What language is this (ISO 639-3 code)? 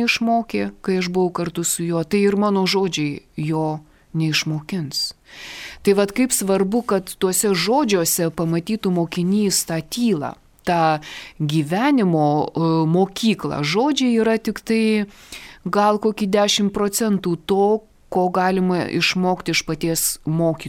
lit